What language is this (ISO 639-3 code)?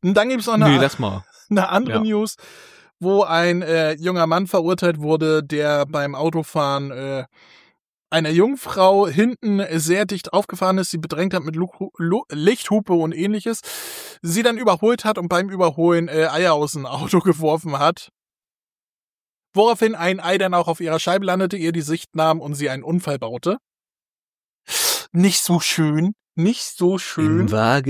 deu